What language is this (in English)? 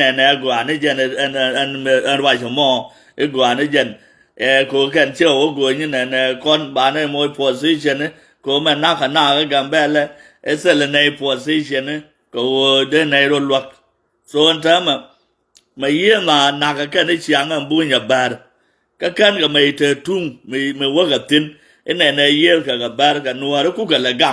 Nuer